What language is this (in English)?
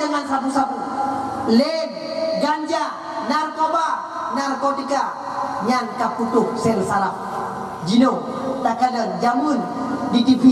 Achinese